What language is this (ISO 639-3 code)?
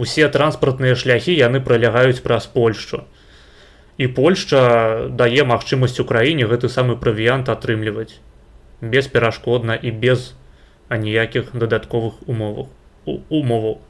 bel